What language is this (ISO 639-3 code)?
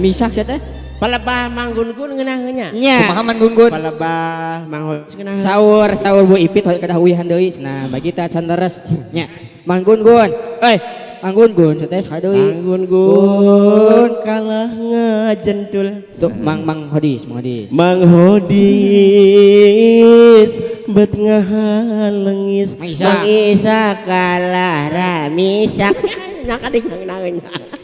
sun